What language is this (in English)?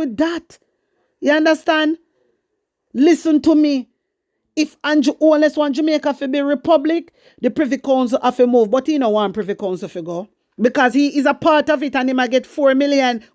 Jamaican Creole English